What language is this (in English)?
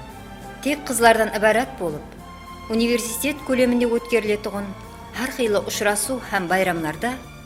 Kara-Kalpak